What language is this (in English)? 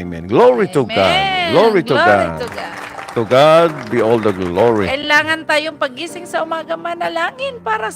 Waray